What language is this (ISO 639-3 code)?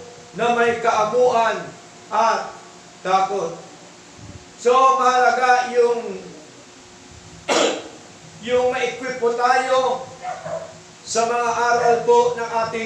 fil